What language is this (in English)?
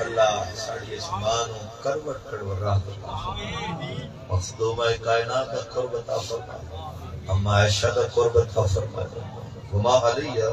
Saraiki